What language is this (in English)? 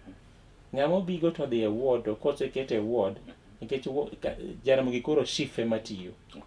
Luo (Kenya and Tanzania)